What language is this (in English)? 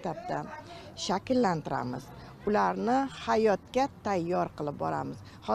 Uzbek